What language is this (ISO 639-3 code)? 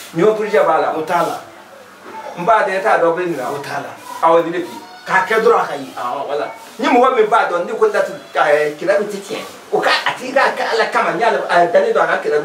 bam